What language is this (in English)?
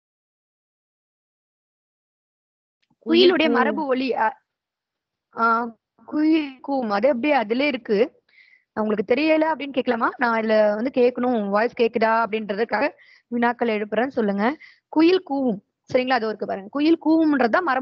Tamil